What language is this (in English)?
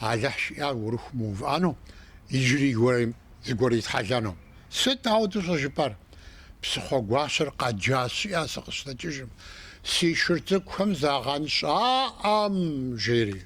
Kabardian